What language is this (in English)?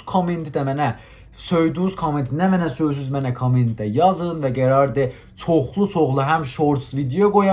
South Azerbaijani